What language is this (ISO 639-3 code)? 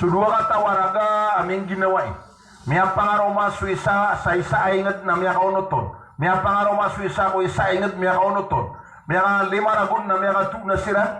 mrw